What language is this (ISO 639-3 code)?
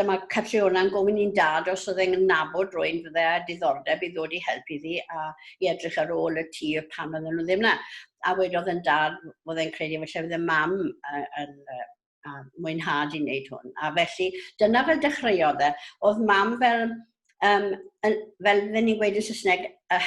cym